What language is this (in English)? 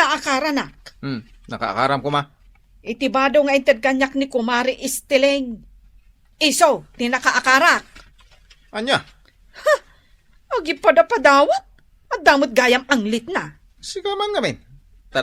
Iloko